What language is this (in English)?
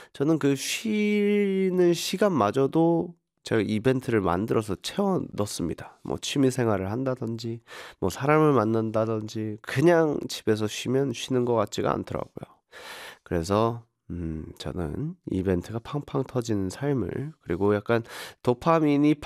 Korean